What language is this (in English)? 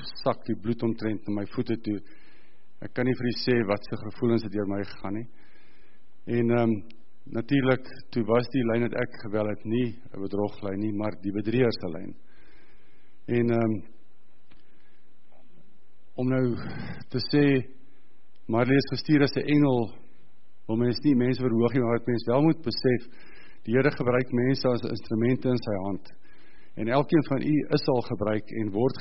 Afrikaans